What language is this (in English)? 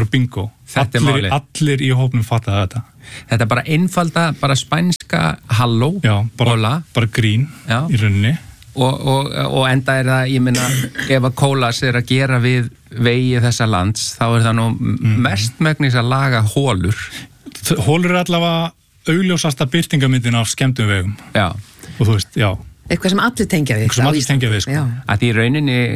Icelandic